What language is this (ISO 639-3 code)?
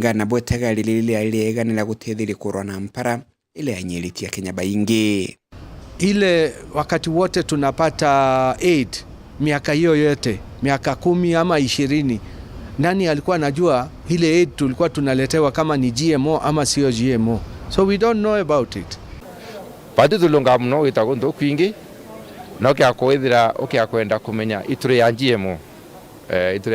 mer